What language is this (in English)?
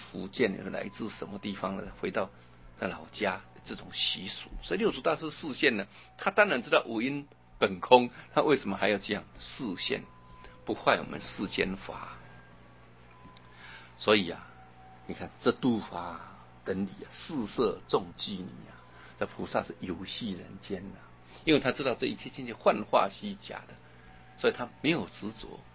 Chinese